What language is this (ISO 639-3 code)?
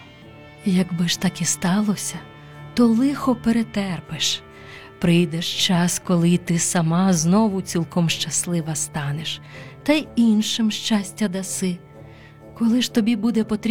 ukr